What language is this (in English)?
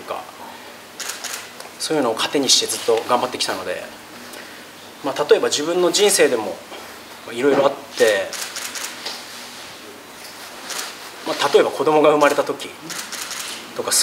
Japanese